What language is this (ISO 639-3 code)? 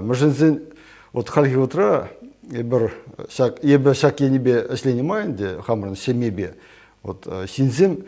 chv